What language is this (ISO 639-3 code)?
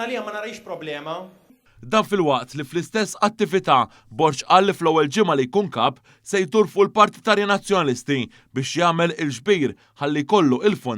mlt